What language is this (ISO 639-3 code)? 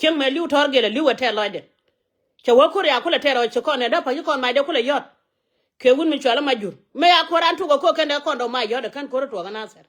nus